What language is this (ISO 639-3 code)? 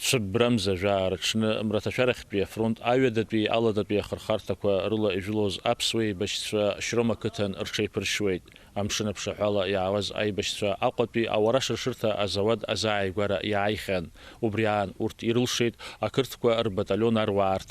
abk